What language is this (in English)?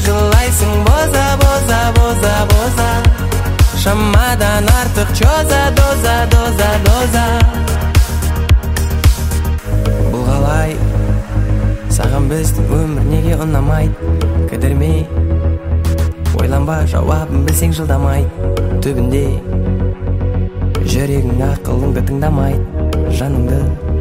Kazakh